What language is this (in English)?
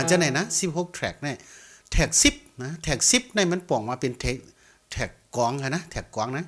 Shan